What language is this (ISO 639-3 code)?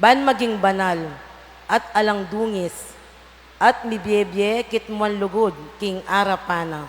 pam